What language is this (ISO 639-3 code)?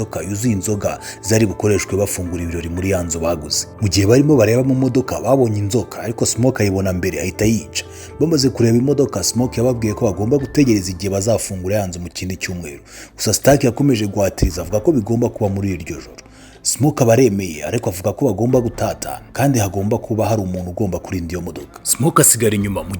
kin